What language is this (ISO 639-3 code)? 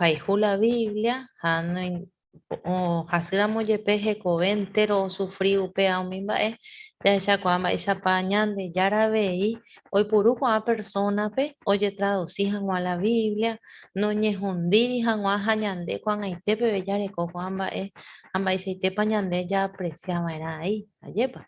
grn